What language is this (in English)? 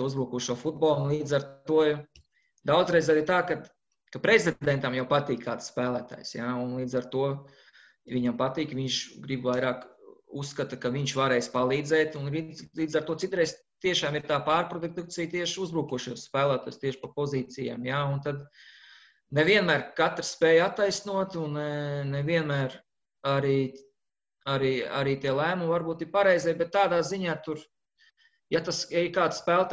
Latvian